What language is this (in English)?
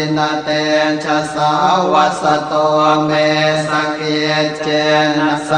Pali